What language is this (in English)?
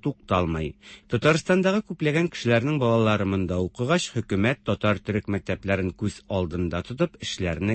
Tatar